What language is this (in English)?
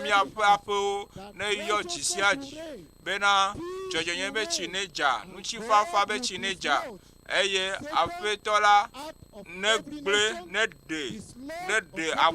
Ewe